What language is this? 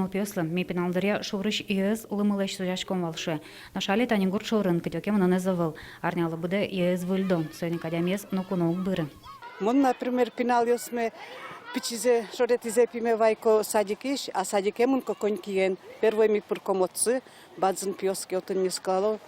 Udmurt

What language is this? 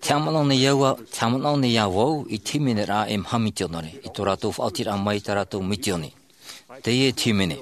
Tahitian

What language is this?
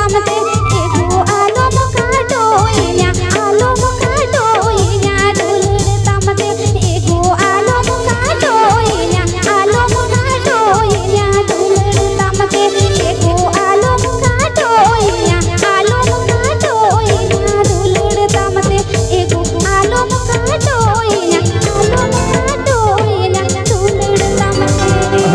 Santali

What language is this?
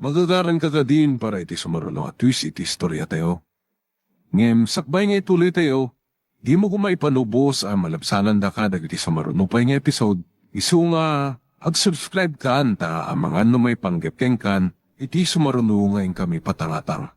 Iloko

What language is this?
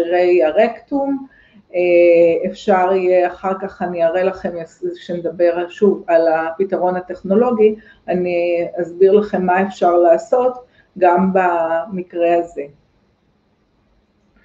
Hebrew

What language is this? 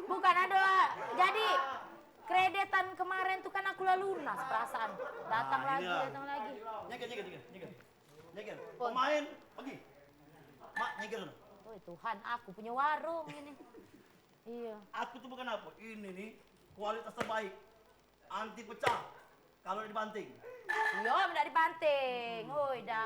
Musi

